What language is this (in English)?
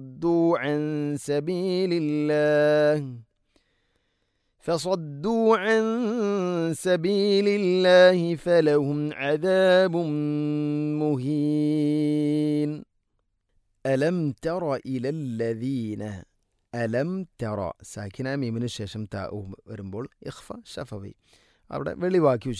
Malayalam